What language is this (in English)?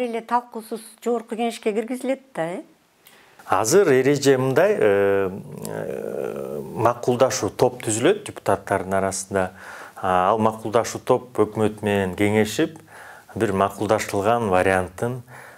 Kyrgyz